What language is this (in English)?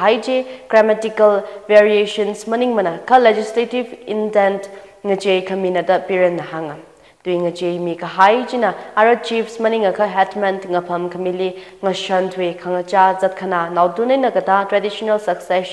Tangkhul Naga (India)